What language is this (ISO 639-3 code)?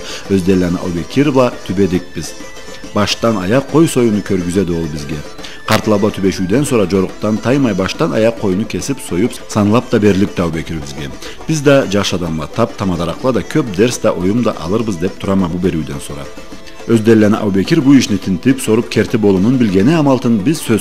krc